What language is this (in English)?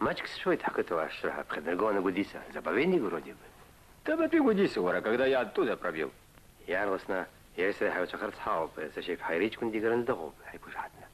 Abkhazian